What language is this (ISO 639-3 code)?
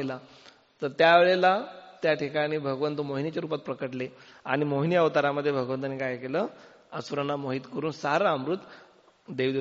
mar